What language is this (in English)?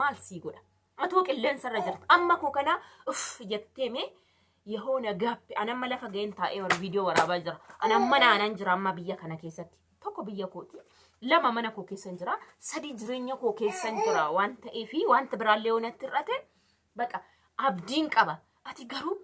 Oromo